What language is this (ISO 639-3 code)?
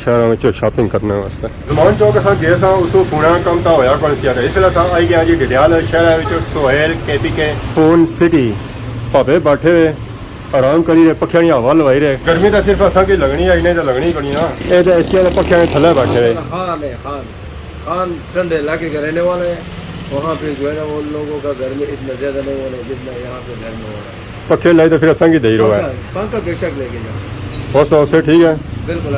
phr